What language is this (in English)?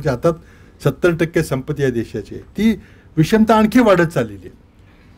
Marathi